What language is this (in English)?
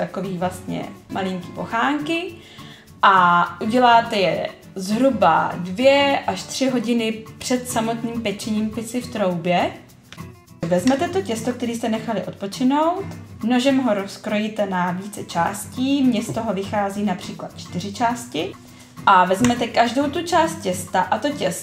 Czech